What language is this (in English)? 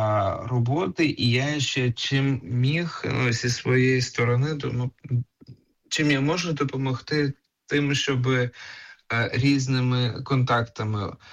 Ukrainian